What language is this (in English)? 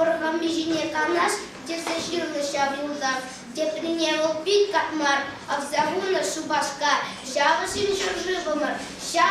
Chuvash